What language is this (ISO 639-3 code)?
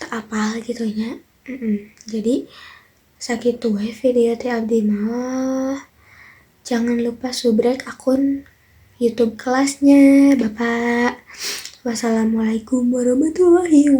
sun